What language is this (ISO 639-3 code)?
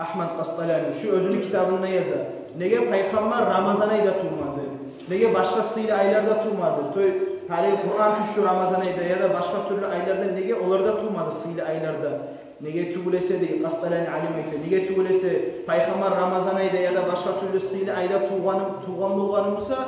kum